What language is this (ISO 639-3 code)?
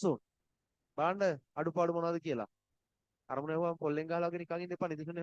sin